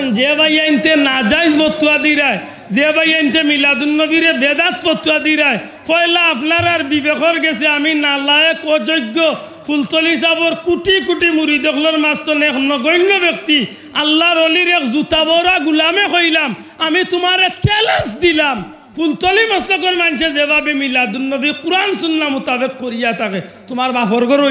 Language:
Sylheti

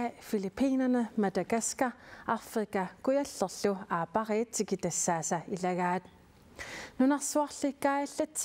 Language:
Kalaallisut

